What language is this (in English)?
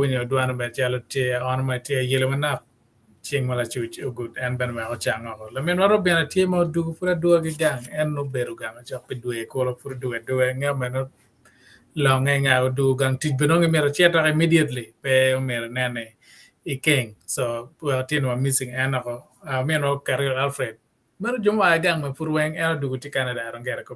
Acoli